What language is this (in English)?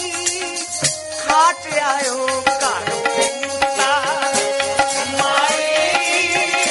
Punjabi